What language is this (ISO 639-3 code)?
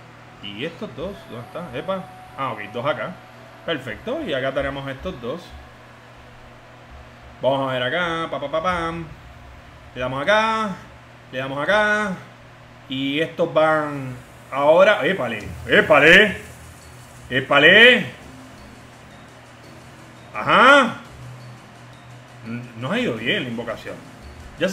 spa